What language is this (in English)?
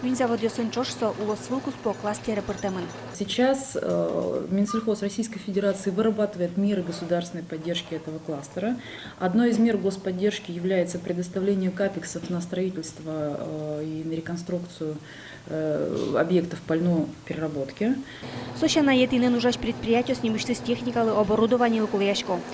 Udmurt